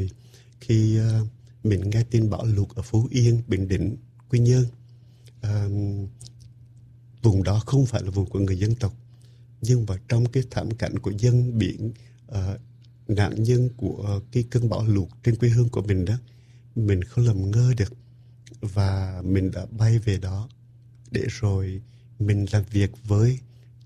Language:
Vietnamese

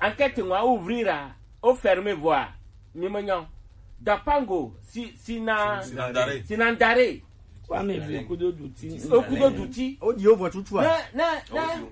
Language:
Gen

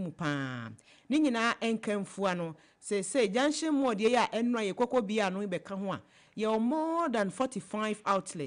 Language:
Akan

